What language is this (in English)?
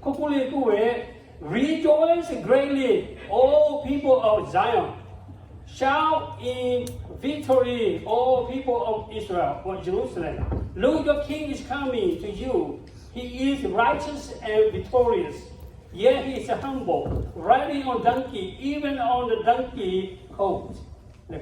Lahu